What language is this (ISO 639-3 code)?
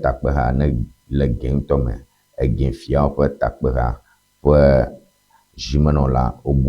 ewe